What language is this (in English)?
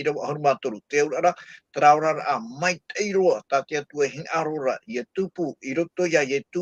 Tahitian